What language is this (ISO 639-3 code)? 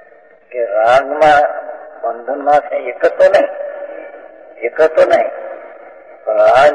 guj